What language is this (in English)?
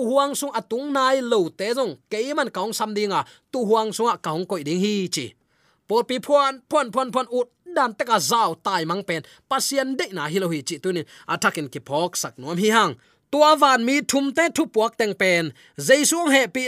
Tedim Chin